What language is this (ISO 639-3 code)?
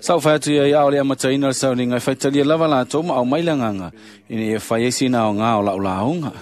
smo